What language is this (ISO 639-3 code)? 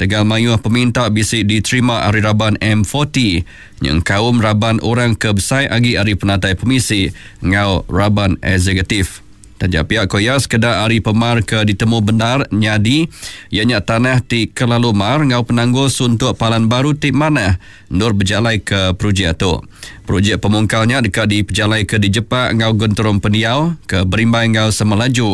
iba